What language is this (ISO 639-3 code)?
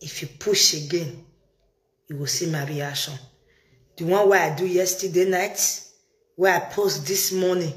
pcm